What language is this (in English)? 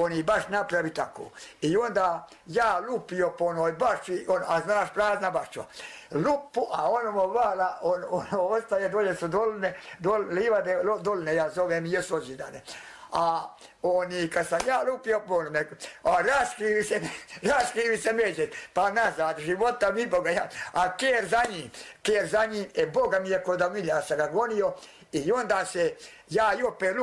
Bosnian